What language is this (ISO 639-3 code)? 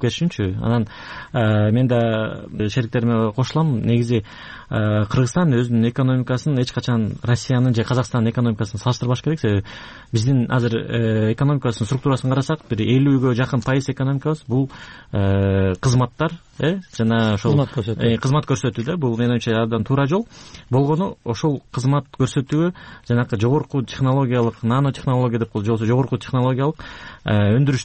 kir